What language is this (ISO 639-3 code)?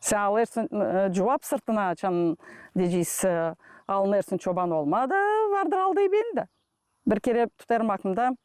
gag